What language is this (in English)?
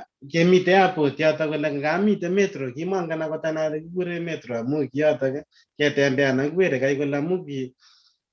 Kalenjin